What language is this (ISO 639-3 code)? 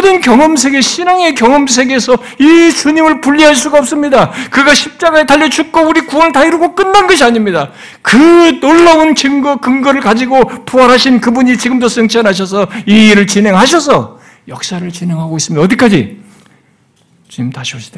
kor